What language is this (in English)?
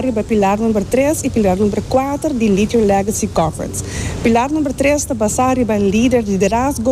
Papiamento